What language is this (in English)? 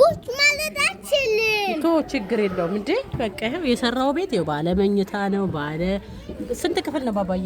Amharic